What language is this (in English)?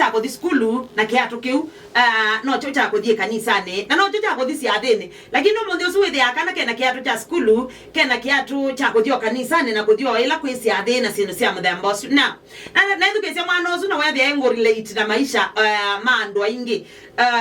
Kamba